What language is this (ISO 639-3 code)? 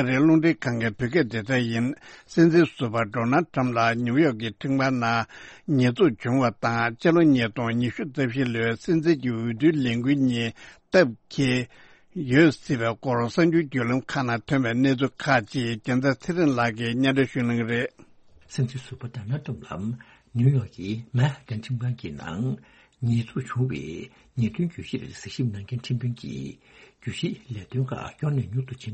bod